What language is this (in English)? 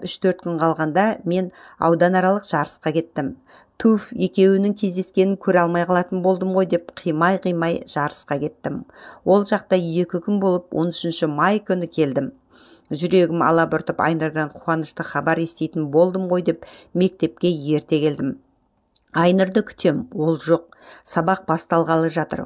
Kazakh